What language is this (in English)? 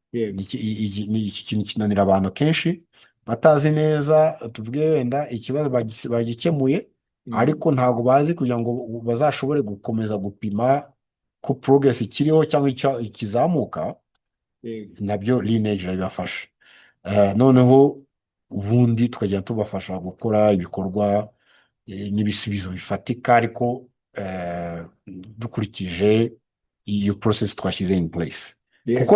Kinyarwanda